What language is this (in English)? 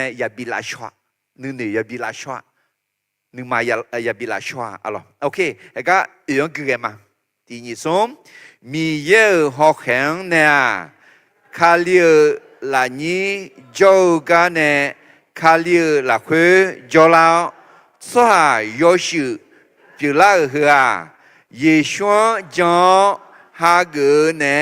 Akha